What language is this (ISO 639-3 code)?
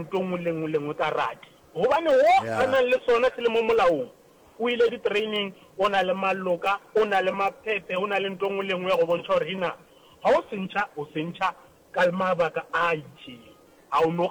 nso